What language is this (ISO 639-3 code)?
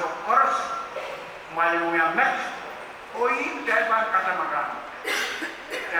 pon